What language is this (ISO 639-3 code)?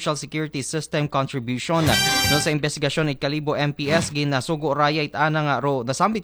akl